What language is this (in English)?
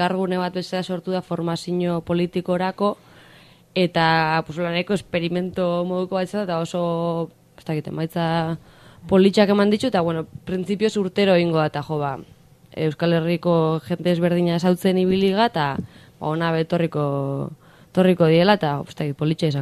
Basque